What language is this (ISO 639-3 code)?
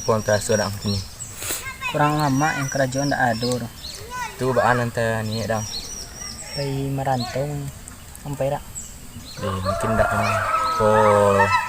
min